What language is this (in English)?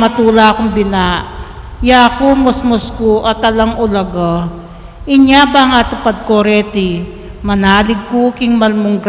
Pampanga